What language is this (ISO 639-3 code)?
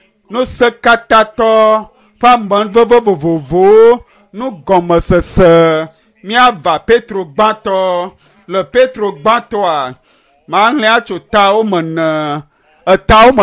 ewe